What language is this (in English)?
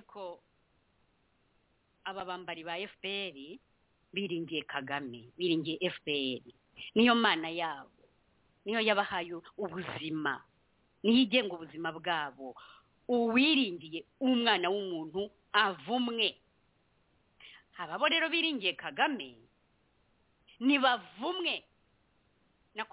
Kinyarwanda